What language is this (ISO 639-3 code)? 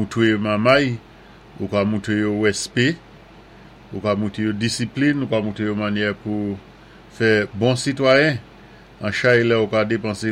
acf